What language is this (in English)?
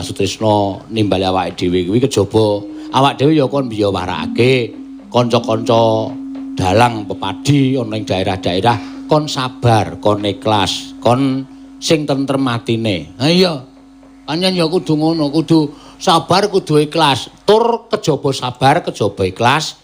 Javanese